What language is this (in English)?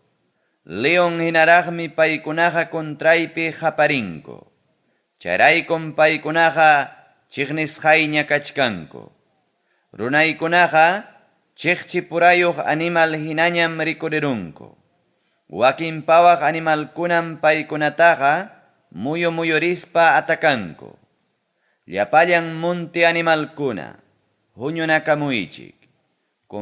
Ayacucho Quechua